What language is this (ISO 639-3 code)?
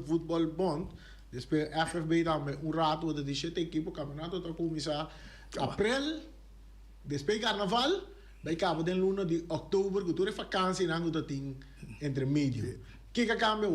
pap